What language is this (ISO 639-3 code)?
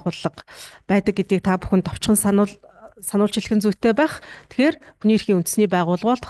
mon